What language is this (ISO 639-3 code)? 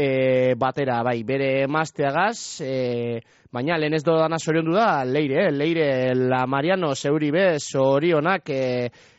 eus